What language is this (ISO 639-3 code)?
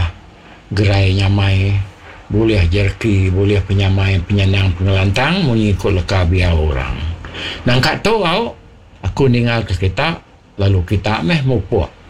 iba